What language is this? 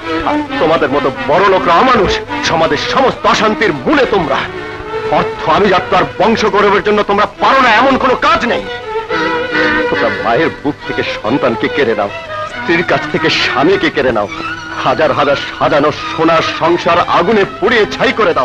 Bangla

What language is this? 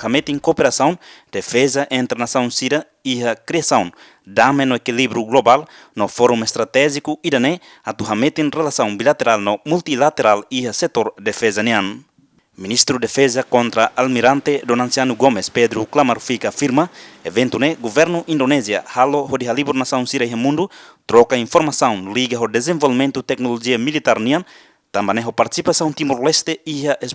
Tetum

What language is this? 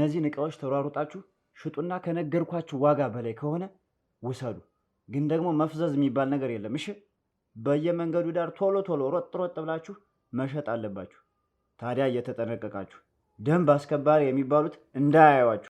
Amharic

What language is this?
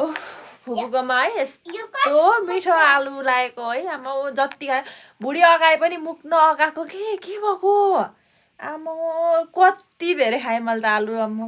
Nepali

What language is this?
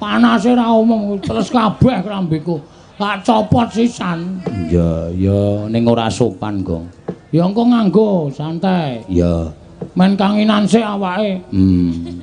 Javanese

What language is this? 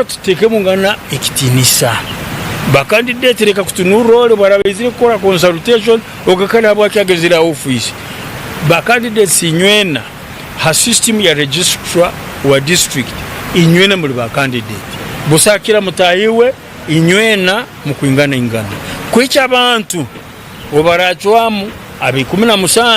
Nyankole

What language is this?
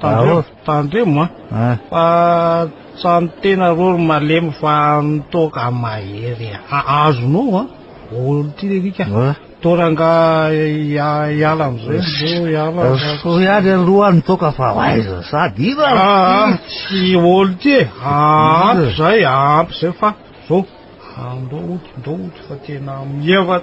Malagasy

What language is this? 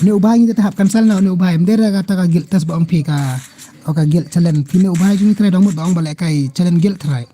Khasi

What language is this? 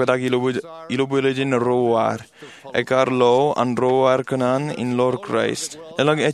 Marshallese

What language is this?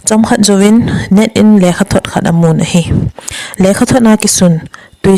Thado Chin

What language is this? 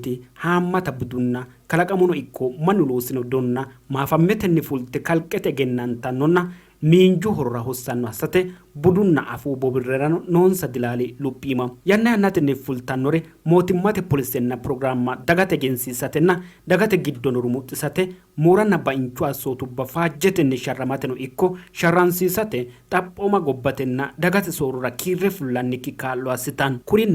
Sidamo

